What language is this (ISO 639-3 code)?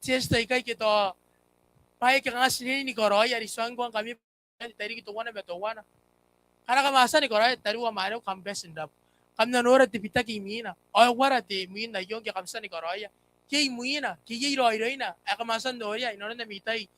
gil